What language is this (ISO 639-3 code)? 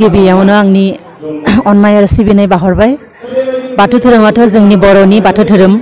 brx